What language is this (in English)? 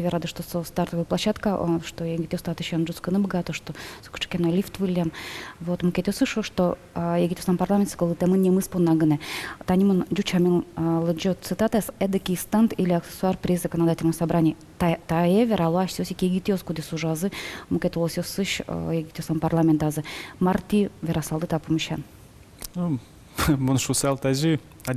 Udmurt